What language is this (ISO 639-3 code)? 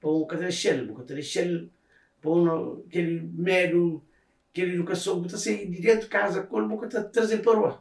kea